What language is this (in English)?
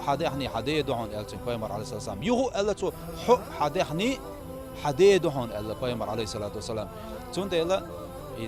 Chechen